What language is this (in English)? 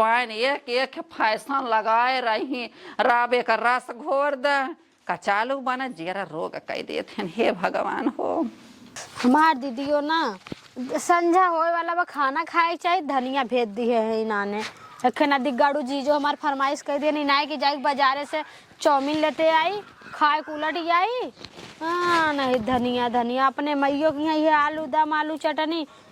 Awadhi